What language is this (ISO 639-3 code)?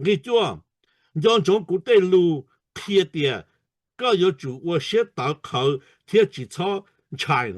hmn